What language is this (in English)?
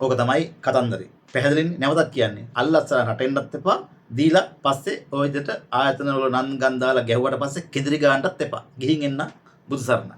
Sinhala